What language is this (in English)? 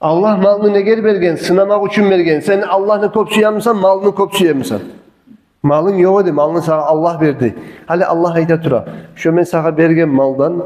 Kumyk